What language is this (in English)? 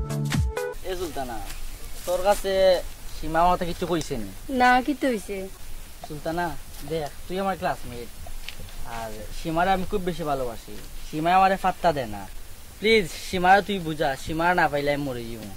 Sylheti